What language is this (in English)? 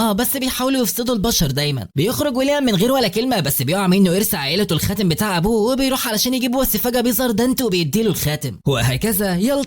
Egyptian Arabic